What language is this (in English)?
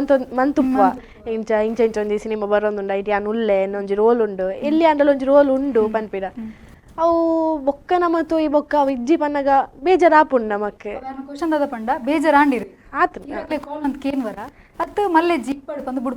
Tulu